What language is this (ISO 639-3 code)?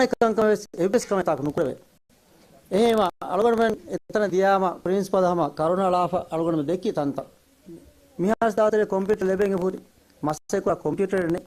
div